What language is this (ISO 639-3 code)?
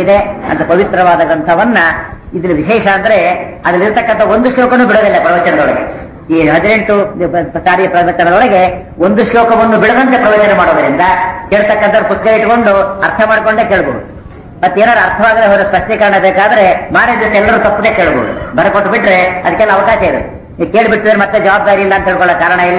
kan